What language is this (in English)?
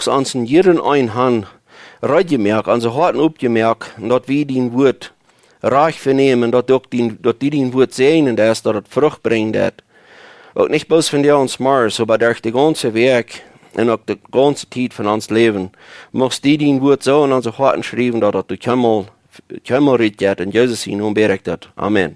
Plautdietsch